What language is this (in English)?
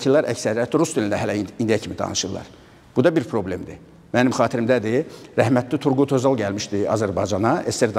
Azerbaijani